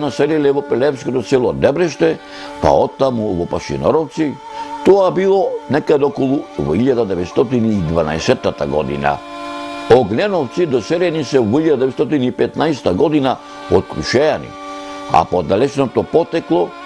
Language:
Macedonian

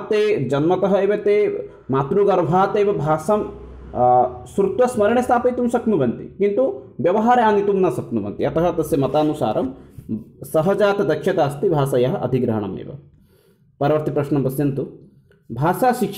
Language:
Sanskrit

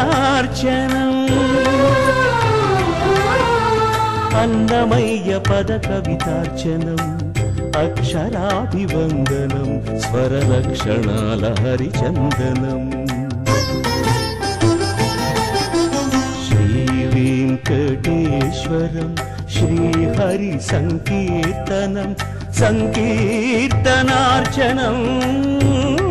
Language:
Telugu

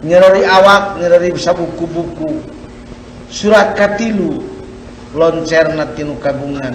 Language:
Sundanese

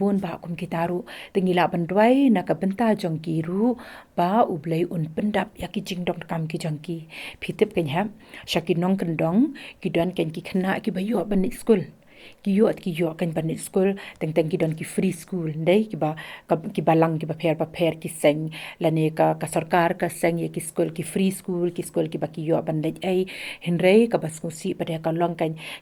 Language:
Khasi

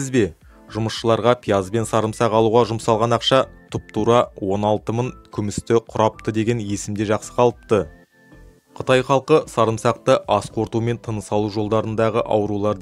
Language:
Kazakh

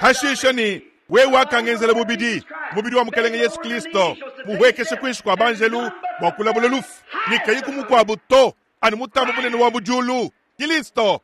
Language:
Luba-Lulua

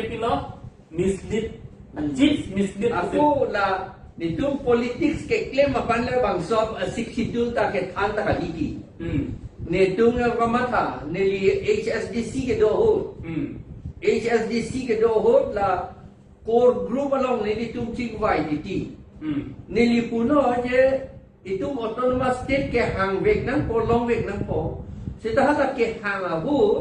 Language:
Karbi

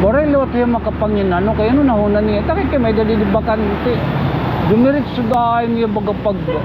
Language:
Waray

